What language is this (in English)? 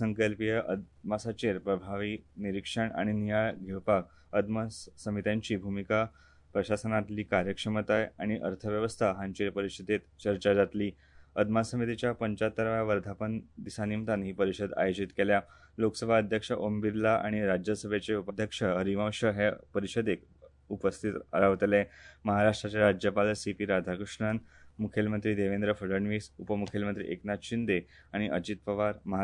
Konkani